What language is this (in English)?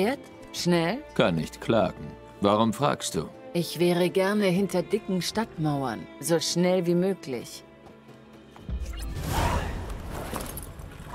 German